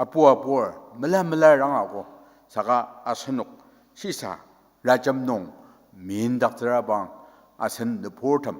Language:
Ao Naga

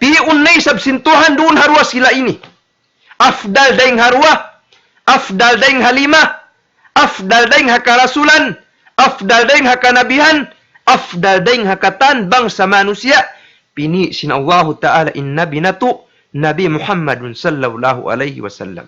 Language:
Tausug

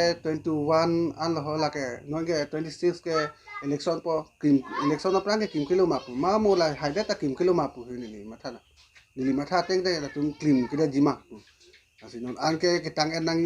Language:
Karbi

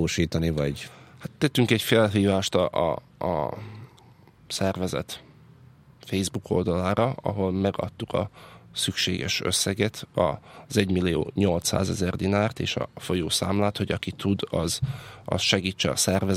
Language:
Hungarian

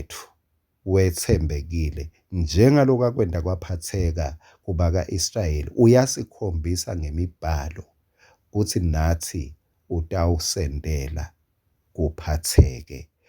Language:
Swati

